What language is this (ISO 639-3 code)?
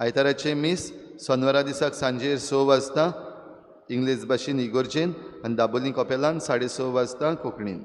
kok